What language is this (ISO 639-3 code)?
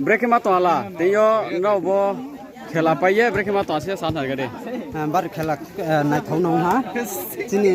ria